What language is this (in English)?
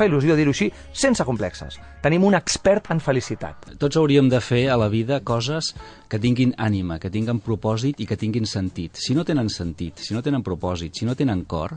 Catalan